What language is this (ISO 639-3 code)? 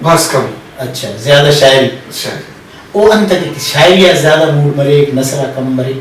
brh